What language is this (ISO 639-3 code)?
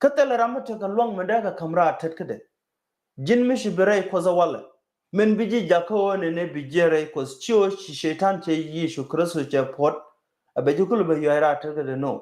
nus